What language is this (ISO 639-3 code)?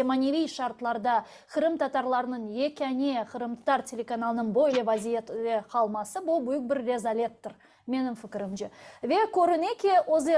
crh